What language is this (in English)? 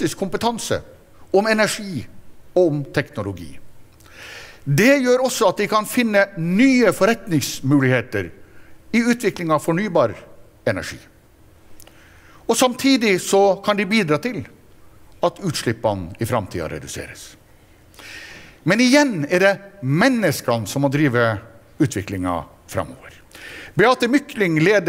Norwegian